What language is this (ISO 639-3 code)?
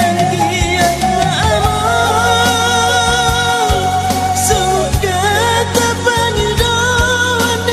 bbc